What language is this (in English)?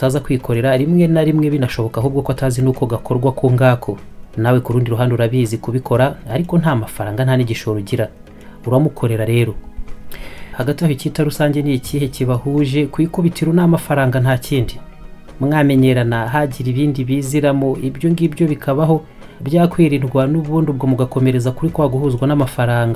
Kinyarwanda